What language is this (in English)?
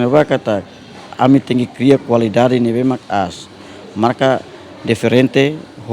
Tetum